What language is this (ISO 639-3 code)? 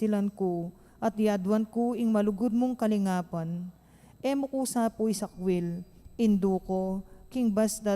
pam